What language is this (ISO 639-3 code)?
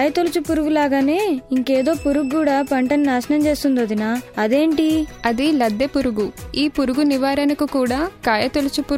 tel